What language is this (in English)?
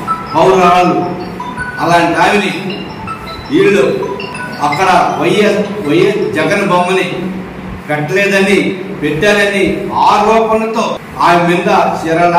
Telugu